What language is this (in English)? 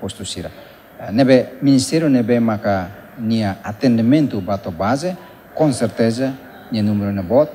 Tetum